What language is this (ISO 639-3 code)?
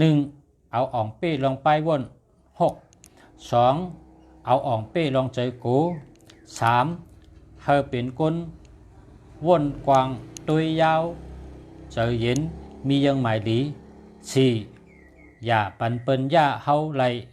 shn